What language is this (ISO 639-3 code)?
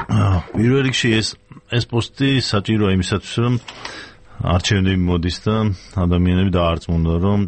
kat